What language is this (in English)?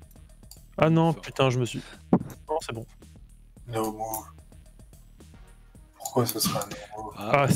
French